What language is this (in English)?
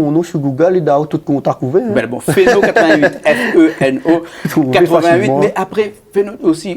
Réunion Creole French